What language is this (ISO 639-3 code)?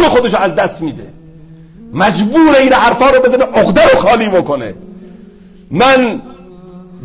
fas